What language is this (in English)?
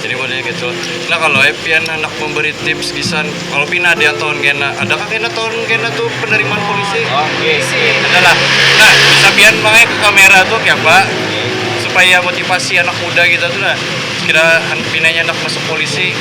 Banjar